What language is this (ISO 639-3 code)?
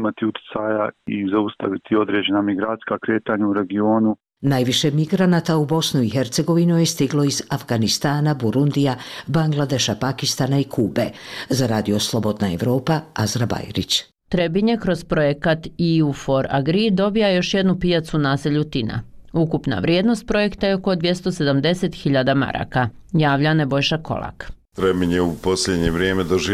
bos